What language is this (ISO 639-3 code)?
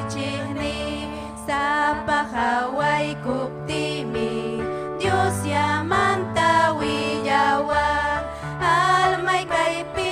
quy